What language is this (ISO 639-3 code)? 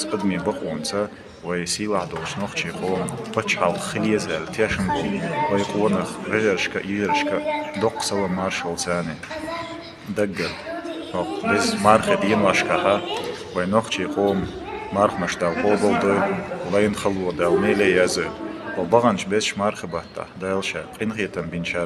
che